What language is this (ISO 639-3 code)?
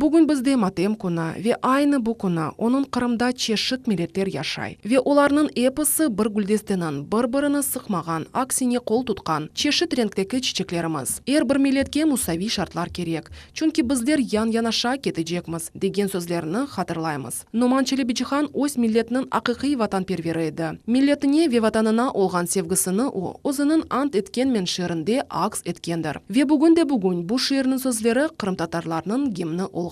crh